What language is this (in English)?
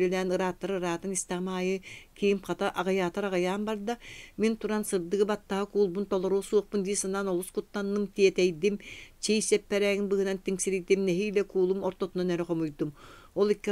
Yakut